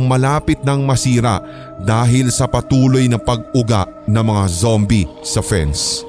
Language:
Filipino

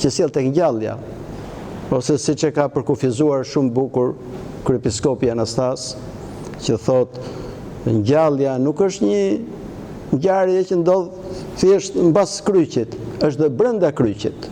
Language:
Albanian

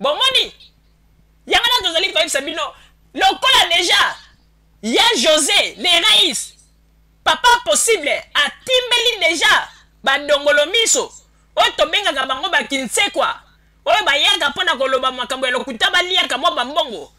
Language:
Lingala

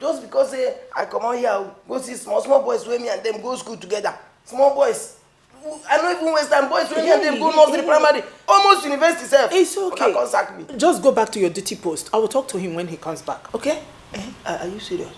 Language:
Nigerian Pidgin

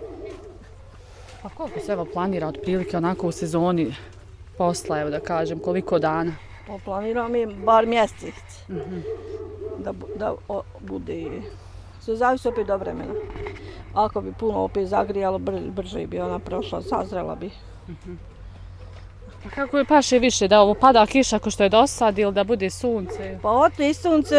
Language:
Bosnian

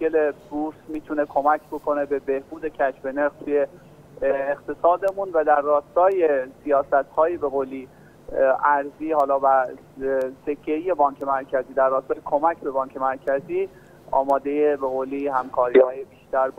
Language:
Persian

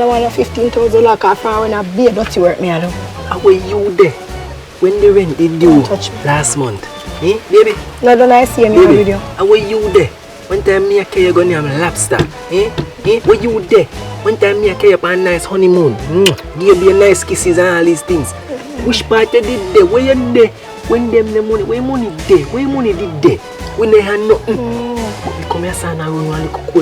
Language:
Jamaican Creole English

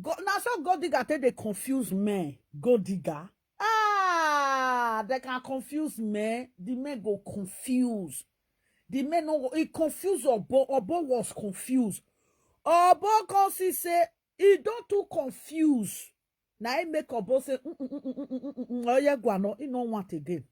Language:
Nigerian Pidgin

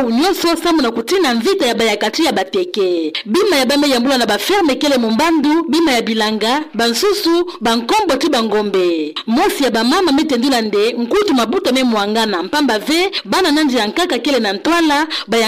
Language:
Kituba (Democratic Republic of Congo)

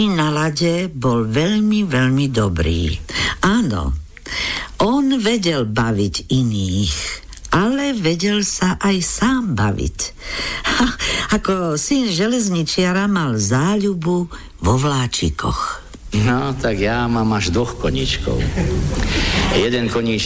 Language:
Slovak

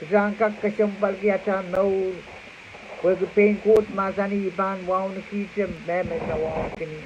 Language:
Pohnpeian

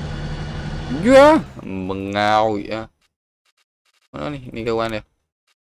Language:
Malay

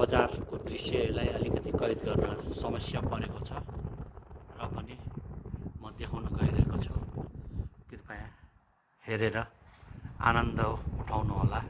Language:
Nepali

